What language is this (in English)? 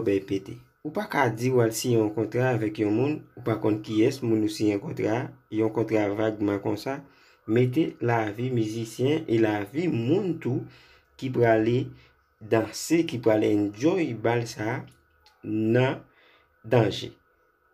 Haitian Creole